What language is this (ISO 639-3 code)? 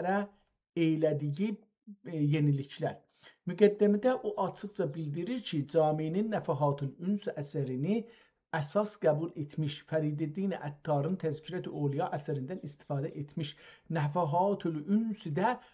azb